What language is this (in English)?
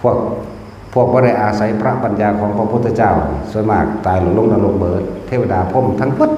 Northeastern Thai